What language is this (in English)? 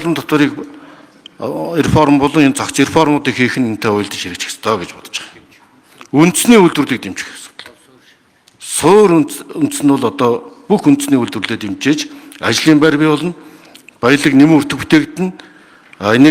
Mongolian